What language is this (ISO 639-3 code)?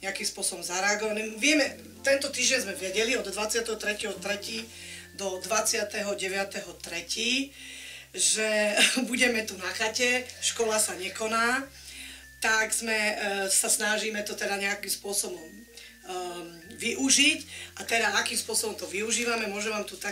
slk